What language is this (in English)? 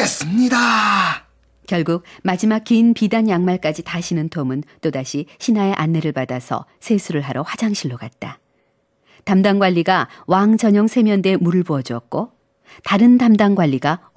Korean